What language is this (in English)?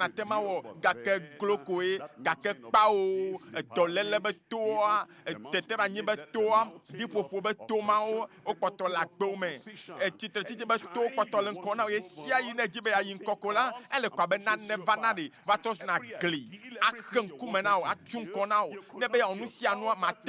Ewe